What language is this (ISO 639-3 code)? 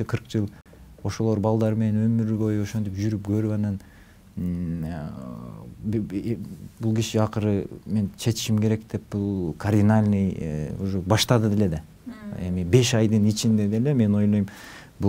kir